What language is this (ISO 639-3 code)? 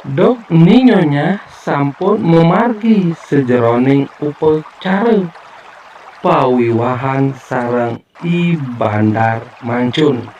ban